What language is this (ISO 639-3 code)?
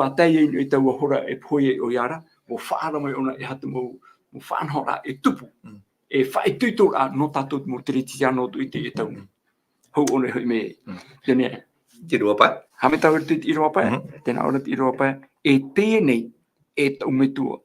tah